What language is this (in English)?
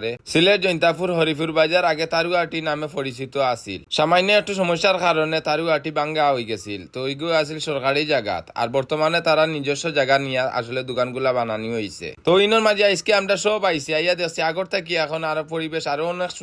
Sylheti